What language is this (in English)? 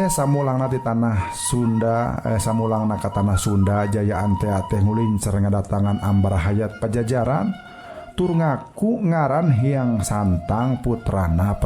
Sundanese